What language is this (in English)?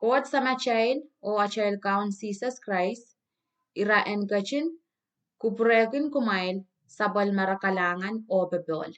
Pohnpeian